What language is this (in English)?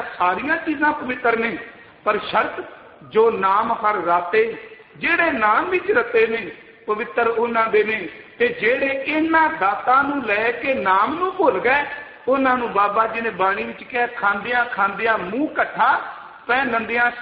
Punjabi